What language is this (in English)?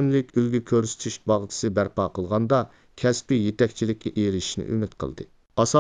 Uyghur